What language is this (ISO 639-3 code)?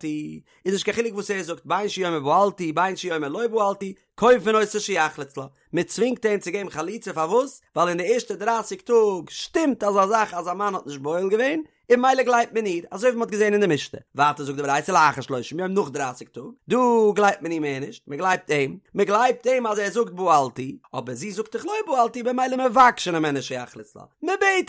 yid